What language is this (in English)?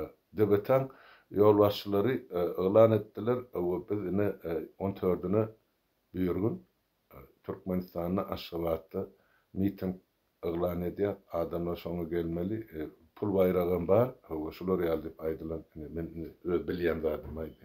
Turkmen